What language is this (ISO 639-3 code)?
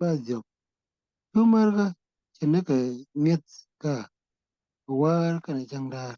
nus